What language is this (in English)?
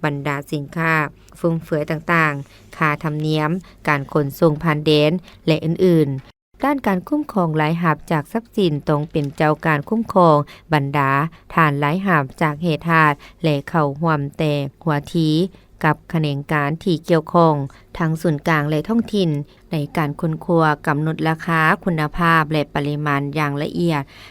Lao